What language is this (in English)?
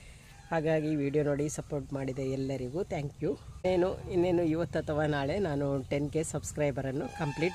Kannada